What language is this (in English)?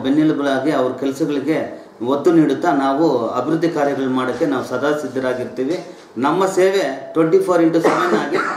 Kannada